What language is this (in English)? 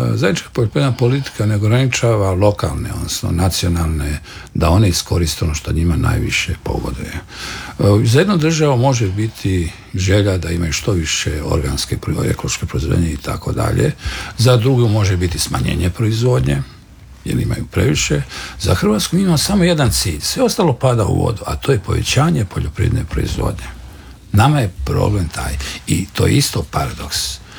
Croatian